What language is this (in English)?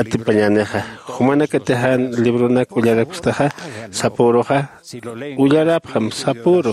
Aymara